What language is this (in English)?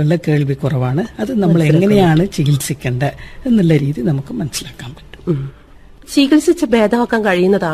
Malayalam